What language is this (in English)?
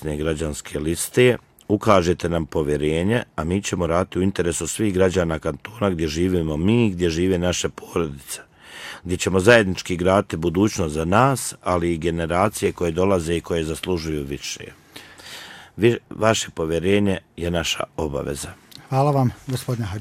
Bosnian